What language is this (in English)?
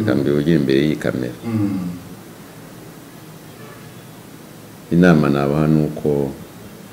Kinyarwanda